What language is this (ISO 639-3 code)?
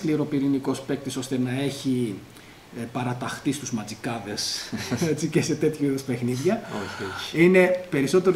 ell